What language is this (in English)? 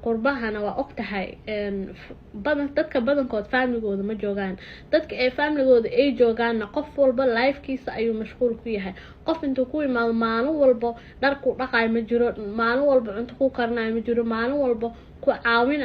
Somali